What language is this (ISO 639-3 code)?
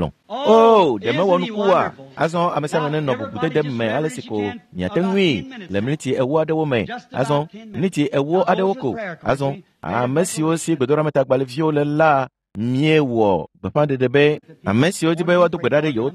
ewe